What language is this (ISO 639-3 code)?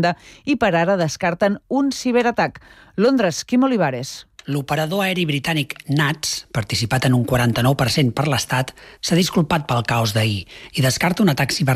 cat